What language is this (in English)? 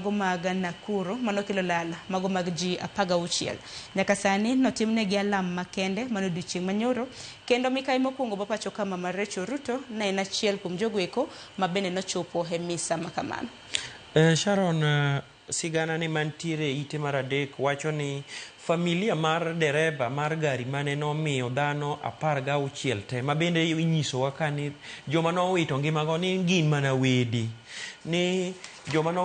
Luo (Kenya and Tanzania)